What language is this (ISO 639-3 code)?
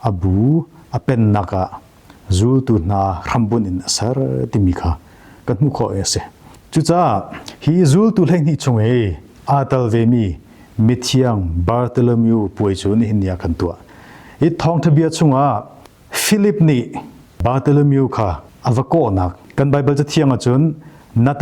cnh